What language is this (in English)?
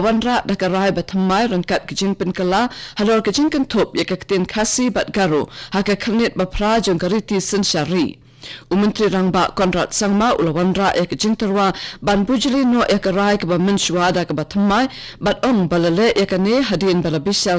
Khasi